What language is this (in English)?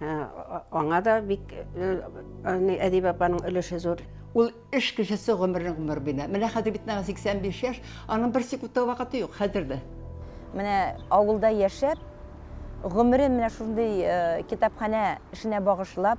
Tatar